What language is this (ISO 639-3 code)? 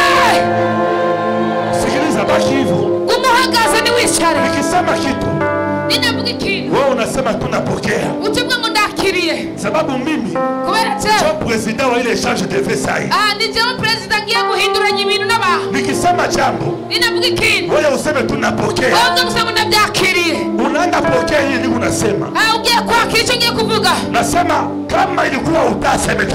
kin